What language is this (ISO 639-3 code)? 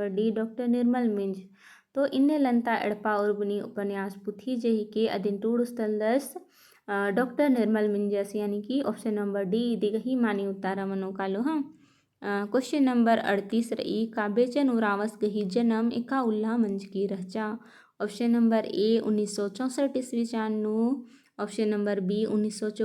kru